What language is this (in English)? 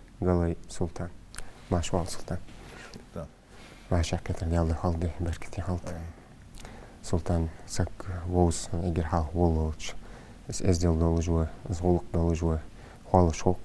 Ingush